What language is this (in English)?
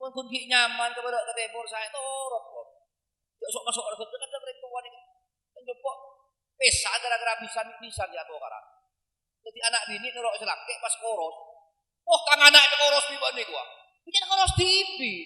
Madurese